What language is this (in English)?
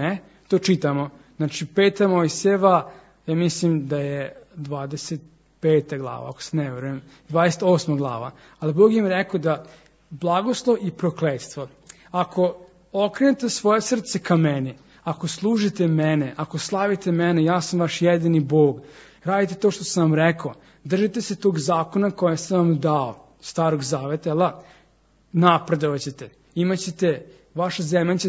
Serbian